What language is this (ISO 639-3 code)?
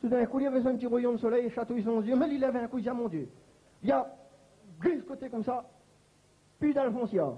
rcf